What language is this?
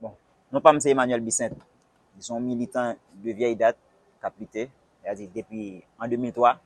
Haitian Creole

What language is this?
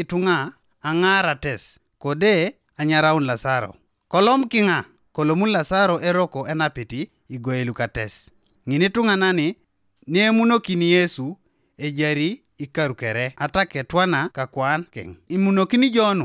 Teso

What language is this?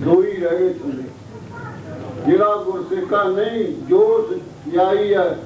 Punjabi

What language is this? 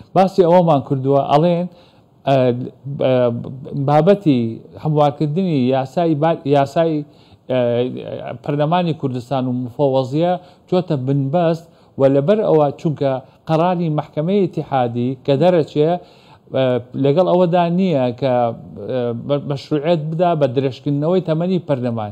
Central Kurdish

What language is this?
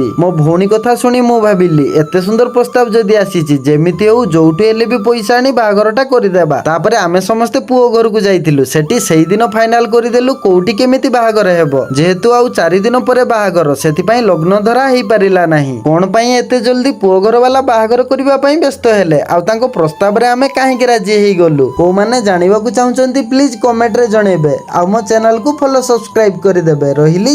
Odia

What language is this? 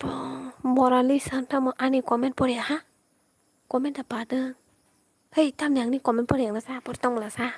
Kok Borok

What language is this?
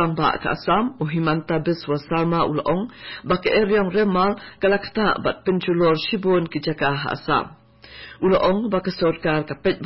Khasi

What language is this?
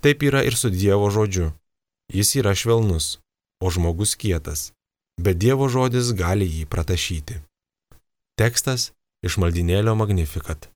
Lithuanian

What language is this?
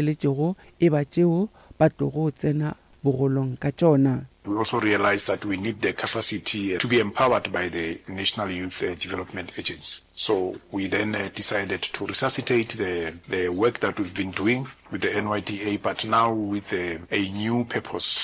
Northern Sotho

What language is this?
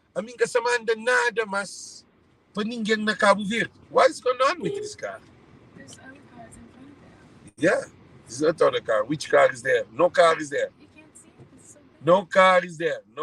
Kabuverdianu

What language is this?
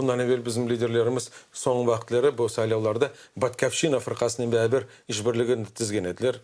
Crimean Tatar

